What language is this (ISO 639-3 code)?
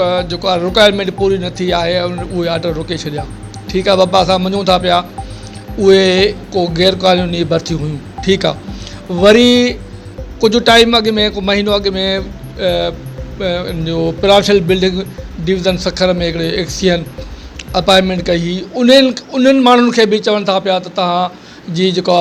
snd